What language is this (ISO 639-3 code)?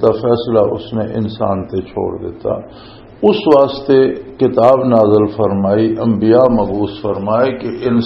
lah